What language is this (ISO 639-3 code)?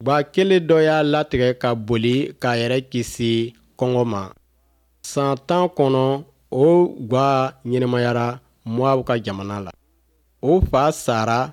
bam